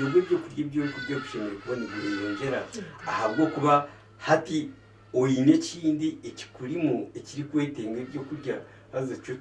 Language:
Nyankole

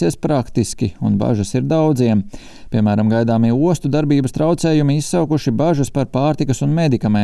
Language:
Latvian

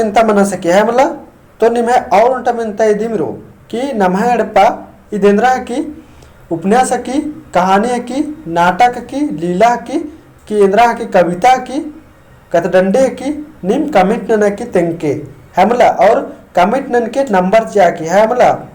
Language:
Kurukh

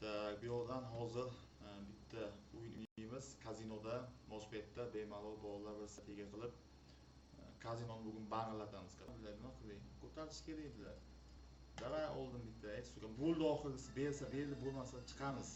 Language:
Uzbek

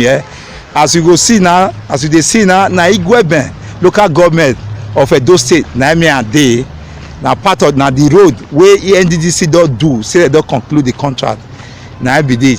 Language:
Nigerian Pidgin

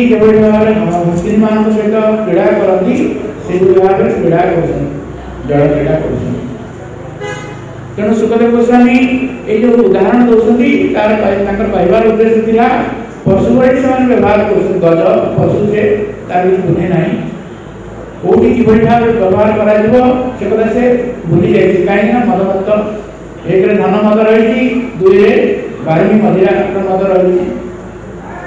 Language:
Odia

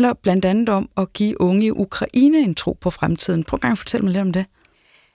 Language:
Danish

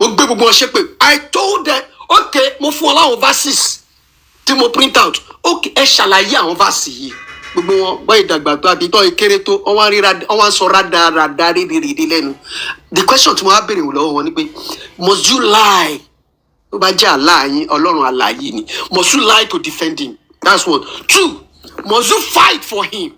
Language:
Yoruba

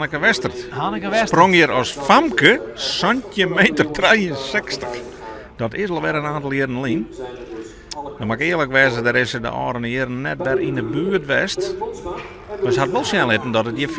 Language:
Western Frisian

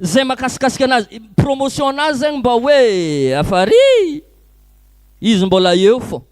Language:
Malagasy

